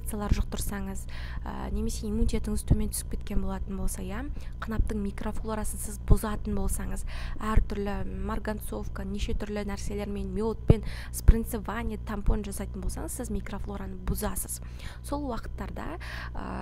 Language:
Kazakh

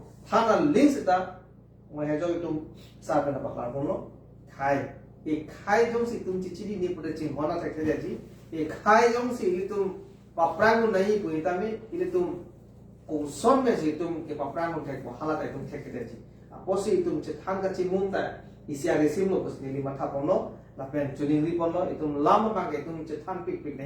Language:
Karbi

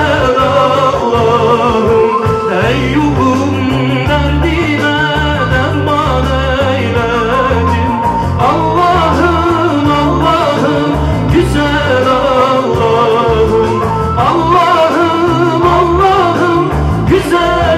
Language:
Turkish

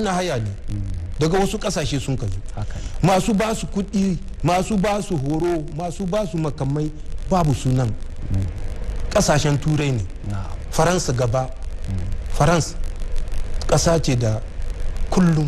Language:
Hausa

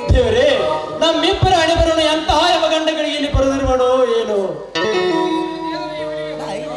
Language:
Kannada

